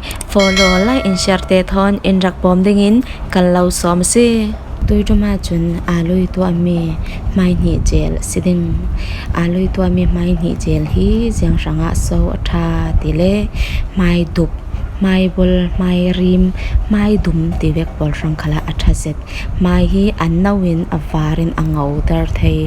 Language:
Falam Chin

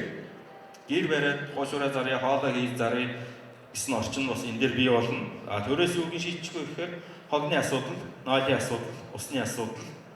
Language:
Mongolian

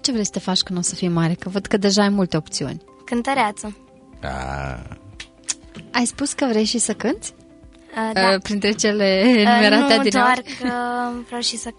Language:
Romanian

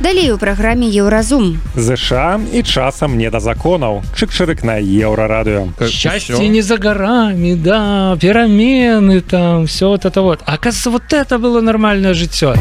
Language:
Belarusian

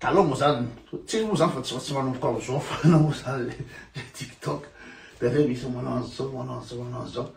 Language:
Malagasy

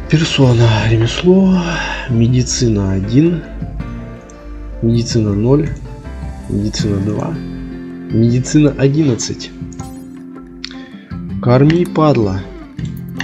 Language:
Russian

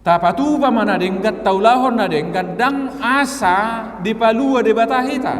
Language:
Batak Toba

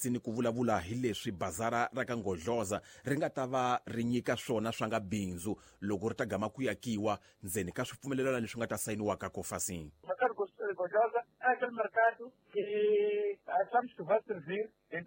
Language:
Tsonga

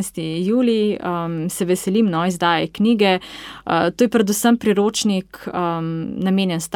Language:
Slovenian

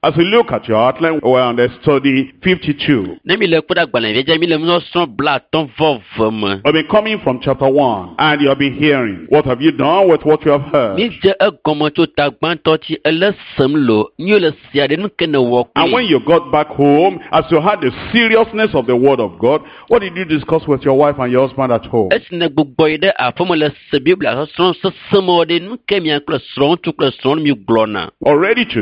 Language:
Ewe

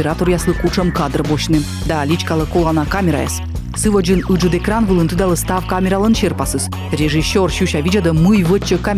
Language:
Komi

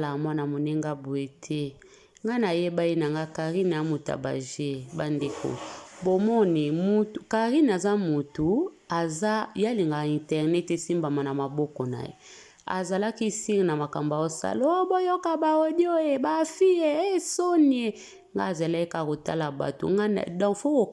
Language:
Lingala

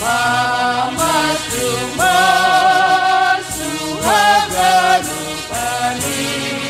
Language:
Batak Simalungun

